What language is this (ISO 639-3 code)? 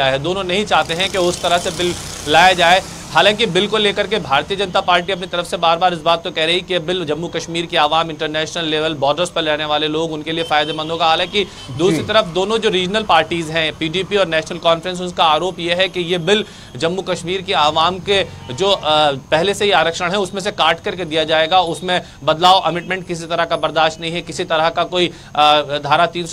hin